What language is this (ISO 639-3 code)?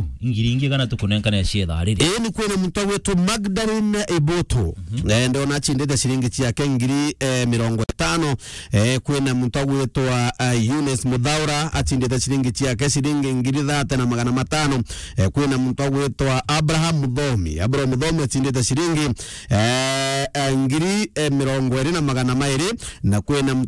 mer